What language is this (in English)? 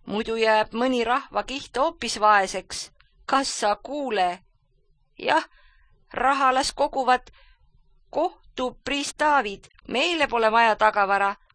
Estonian